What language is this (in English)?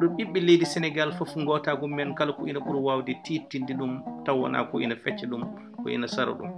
Fula